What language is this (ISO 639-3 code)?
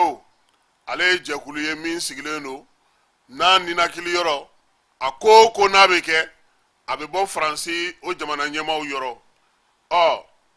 bam